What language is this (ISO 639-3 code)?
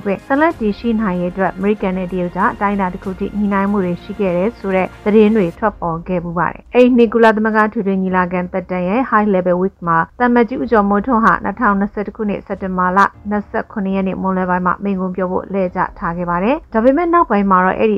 mya